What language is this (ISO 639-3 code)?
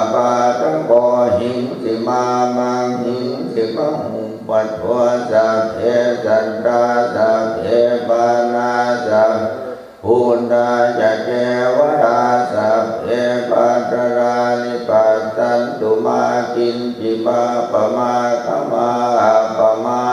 pli